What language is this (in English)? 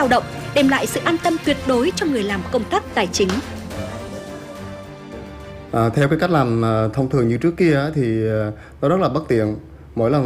Vietnamese